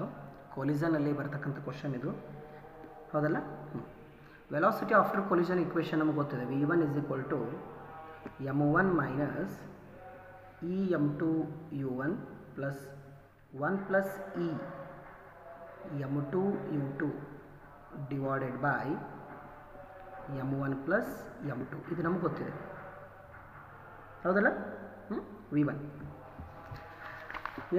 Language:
Kannada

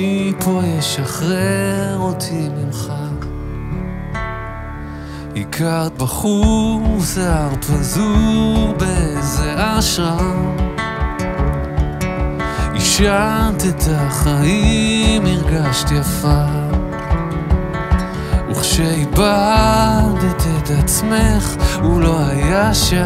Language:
Hebrew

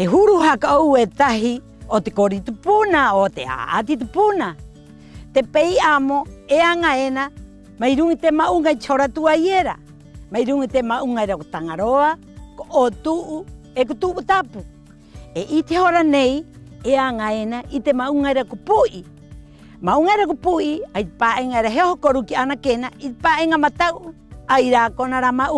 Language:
Rapanui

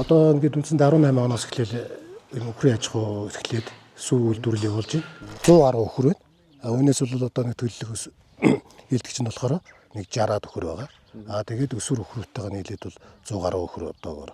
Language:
Mongolian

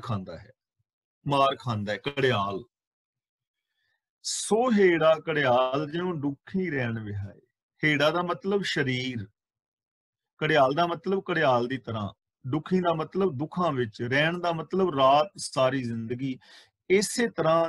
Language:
Punjabi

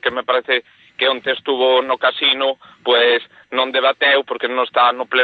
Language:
Galician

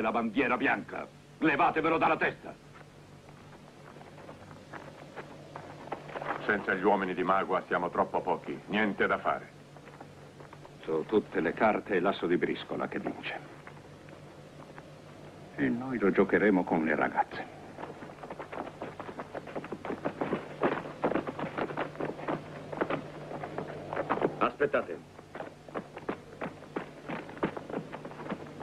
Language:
Italian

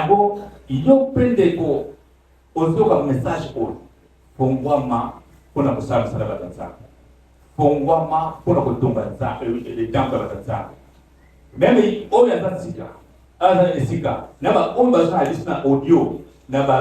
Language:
Lingala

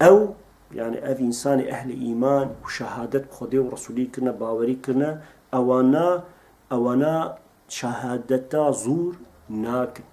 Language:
Kurdish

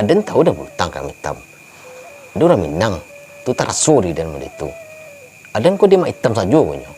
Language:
Minangkabau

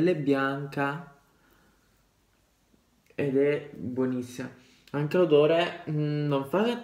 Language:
Italian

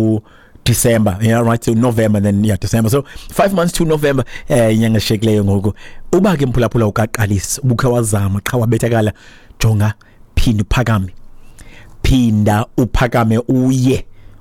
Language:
Xhosa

